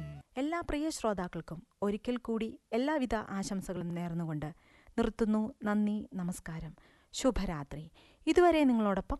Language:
Malayalam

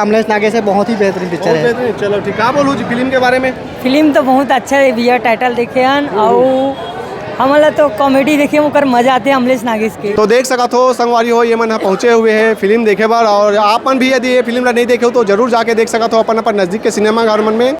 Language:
Chhattisgarhi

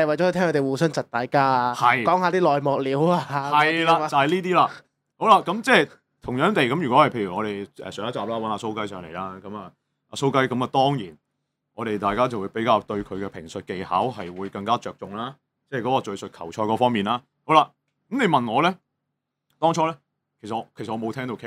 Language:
Cantonese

